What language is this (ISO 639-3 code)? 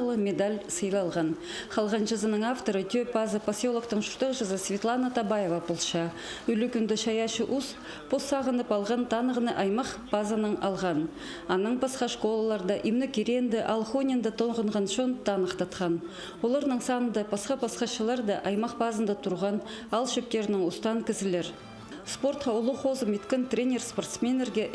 kjh